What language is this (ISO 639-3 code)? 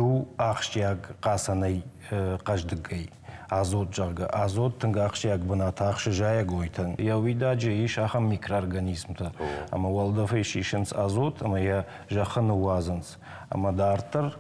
oss